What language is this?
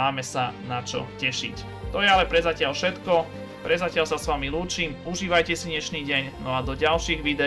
Slovak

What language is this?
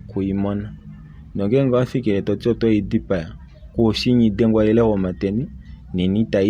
Kuanyama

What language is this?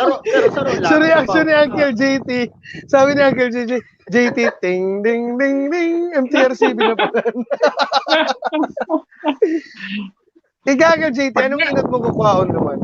Bikol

